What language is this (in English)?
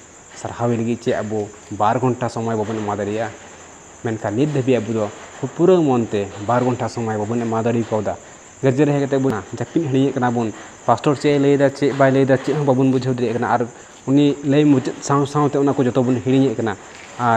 Santali